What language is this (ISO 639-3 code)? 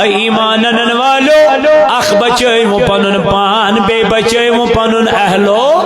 kas